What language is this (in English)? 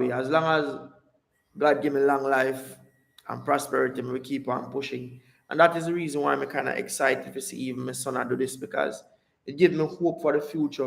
Jamaican Creole English